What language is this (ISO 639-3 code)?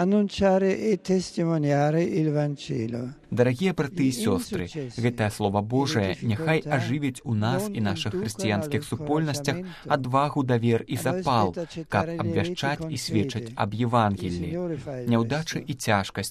bel